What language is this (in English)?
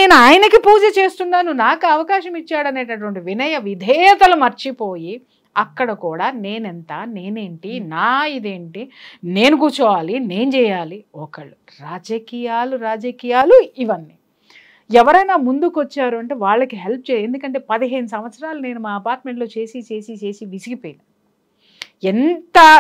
Telugu